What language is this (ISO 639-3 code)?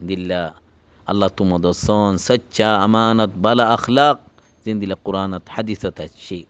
rhg